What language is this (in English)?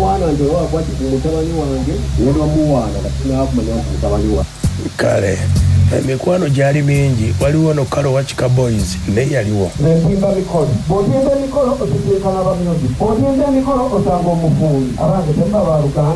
Ganda